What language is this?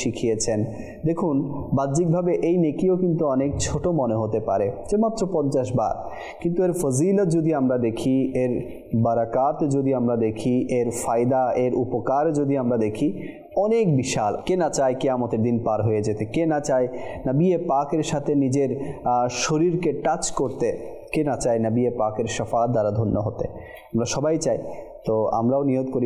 Bangla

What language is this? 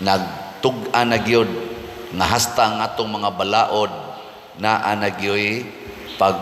Cebuano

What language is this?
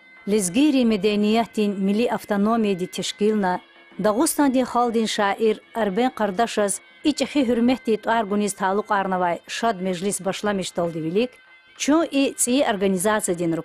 Lezghian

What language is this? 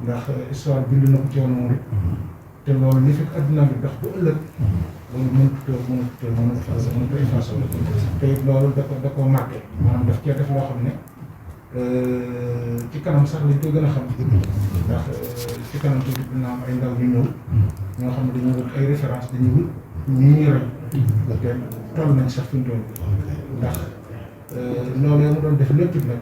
Wolof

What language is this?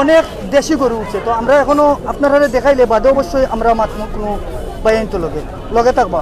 Sylheti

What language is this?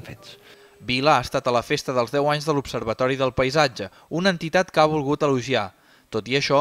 Catalan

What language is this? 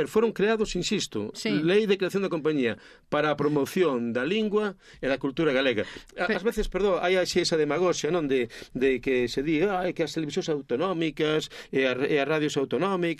Galician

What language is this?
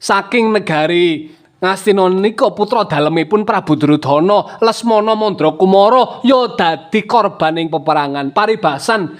Javanese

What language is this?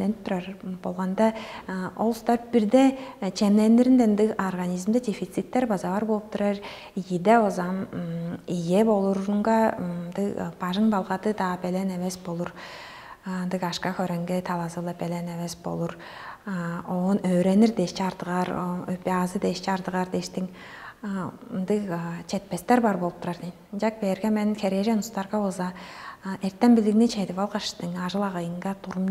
Tuvinian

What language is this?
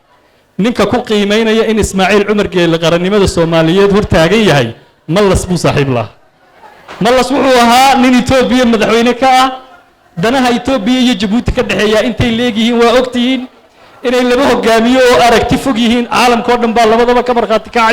Somali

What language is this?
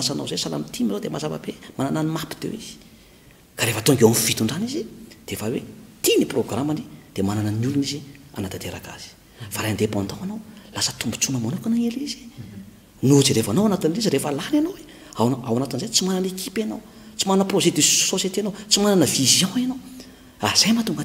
Malagasy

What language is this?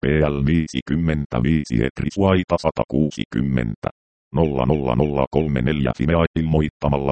Finnish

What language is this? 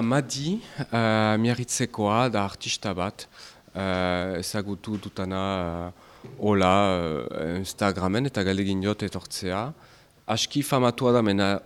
Basque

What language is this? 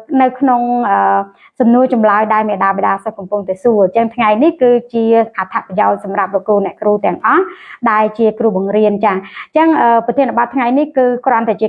Khmer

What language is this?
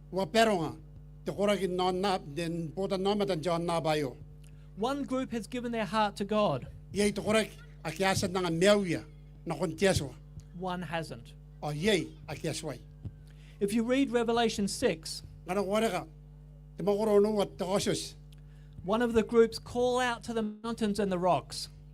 Gilbertese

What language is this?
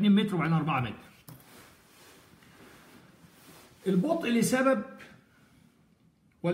Egyptian Arabic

